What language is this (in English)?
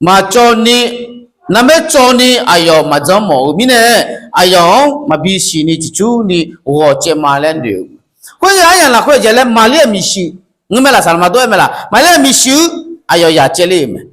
Akha